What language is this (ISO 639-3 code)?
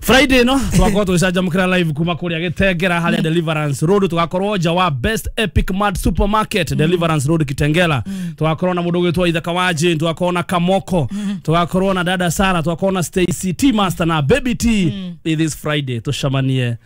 kik